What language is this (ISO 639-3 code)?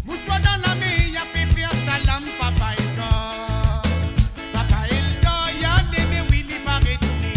mfe